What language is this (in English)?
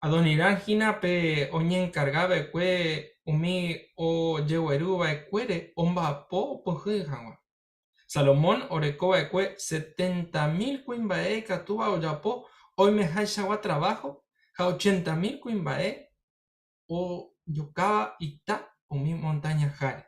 Guarani